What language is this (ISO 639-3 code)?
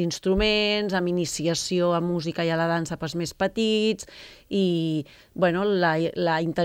cat